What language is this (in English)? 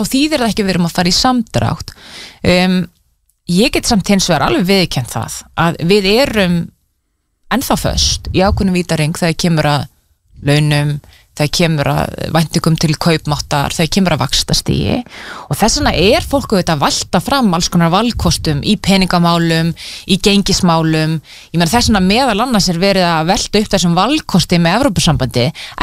Icelandic